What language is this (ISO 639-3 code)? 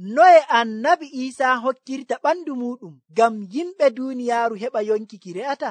fuv